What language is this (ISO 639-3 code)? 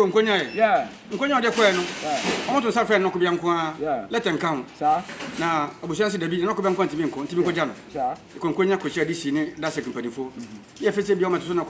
aka